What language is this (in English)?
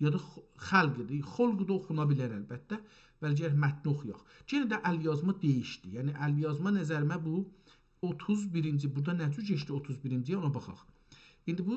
South Azerbaijani